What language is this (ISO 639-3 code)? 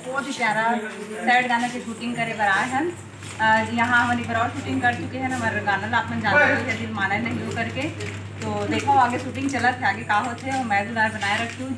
hne